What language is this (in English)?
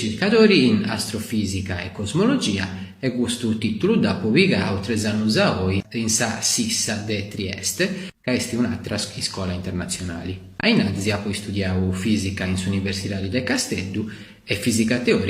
Sardinian